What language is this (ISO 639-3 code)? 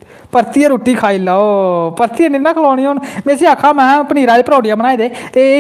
doi